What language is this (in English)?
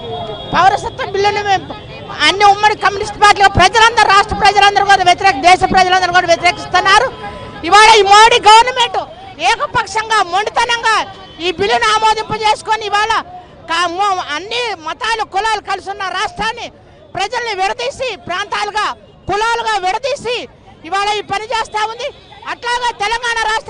Telugu